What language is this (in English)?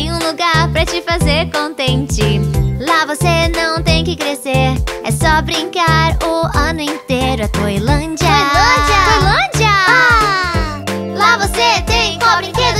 Portuguese